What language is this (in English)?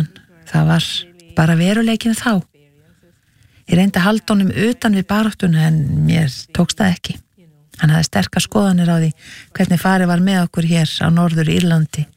Icelandic